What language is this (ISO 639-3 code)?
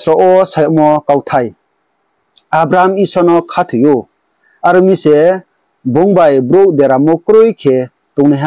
ria